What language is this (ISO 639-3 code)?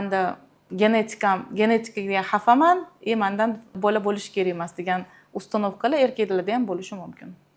uzb